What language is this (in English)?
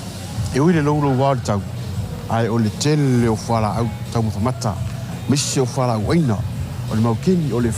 Samoan